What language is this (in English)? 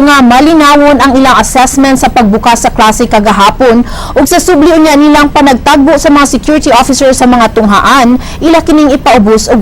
Cebuano